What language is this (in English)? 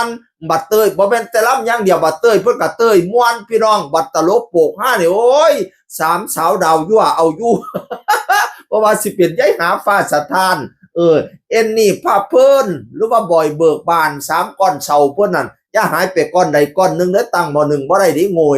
Northeastern Thai